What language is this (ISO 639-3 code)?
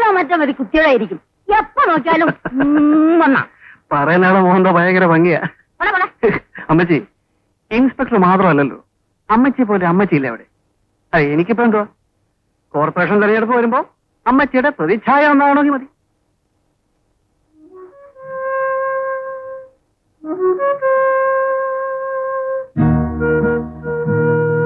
mal